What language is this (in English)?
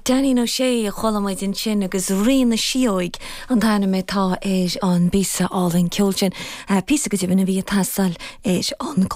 Irish